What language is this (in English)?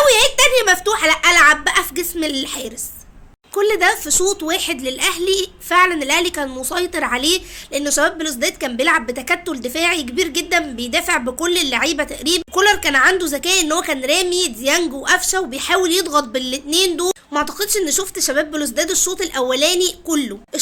Egyptian Arabic